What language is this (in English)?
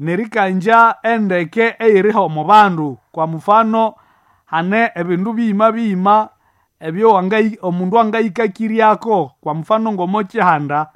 Nande